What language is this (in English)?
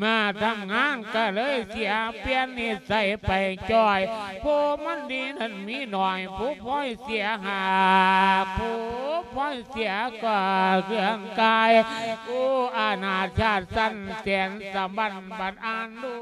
Lao